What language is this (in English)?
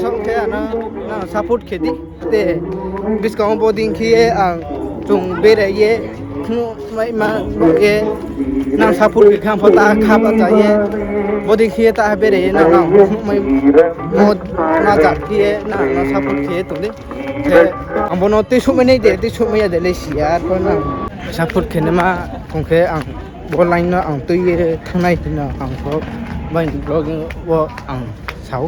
Riang (India)